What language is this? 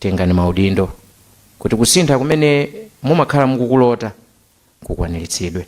Nyanja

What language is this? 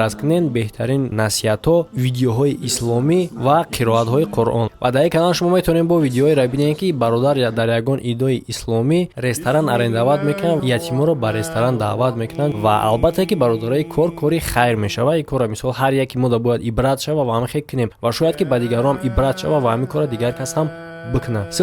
Tajik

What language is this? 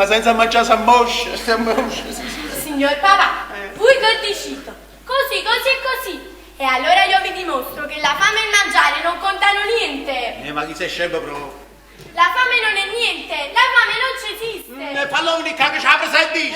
Neapolitan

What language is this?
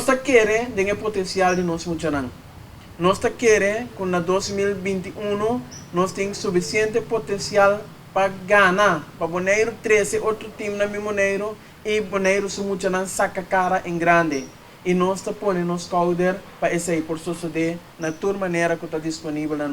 Papiamento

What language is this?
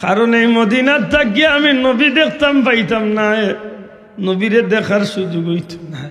Sylheti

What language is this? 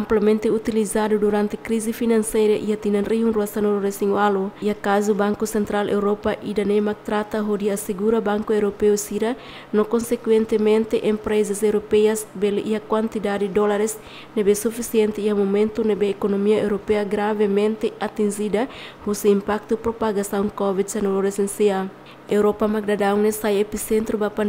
Tetum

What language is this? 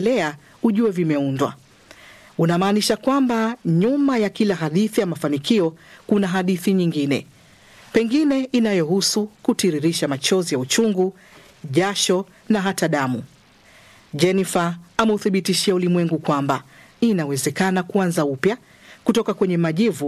Swahili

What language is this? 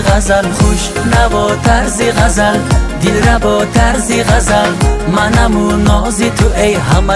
Persian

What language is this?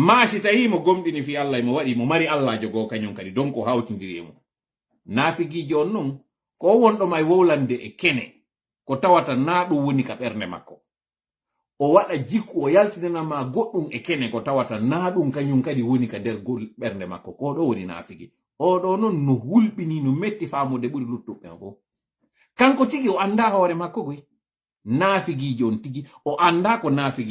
Fula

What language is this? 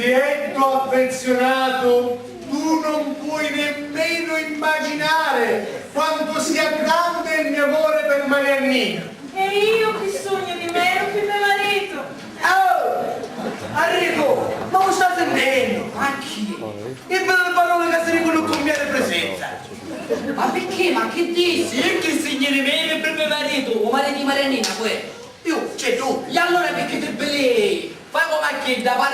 Sicilian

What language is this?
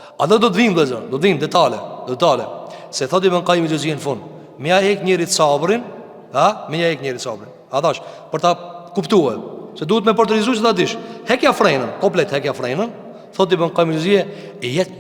Albanian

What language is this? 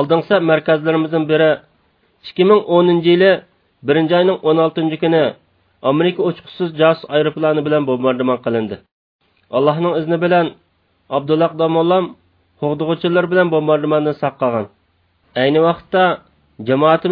Uyghur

